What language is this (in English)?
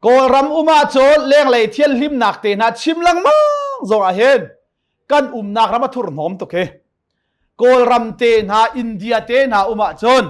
Hakha Chin